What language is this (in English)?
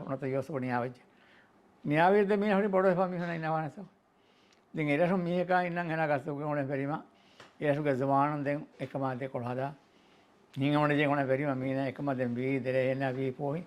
Divehi